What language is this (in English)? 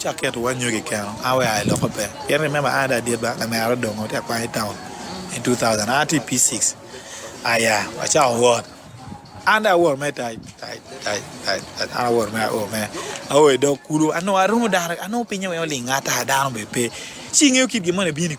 Acoli